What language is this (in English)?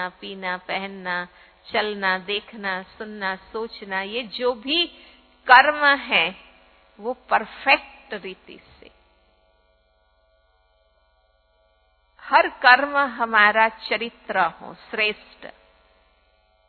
Hindi